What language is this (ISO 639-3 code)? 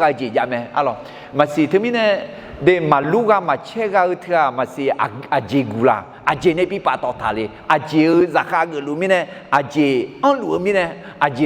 ahk